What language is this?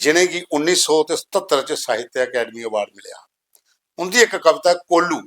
Dogri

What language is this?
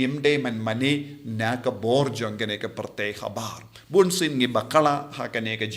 Khasi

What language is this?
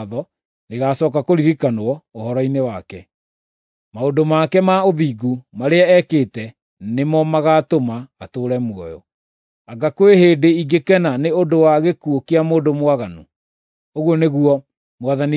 Kikuyu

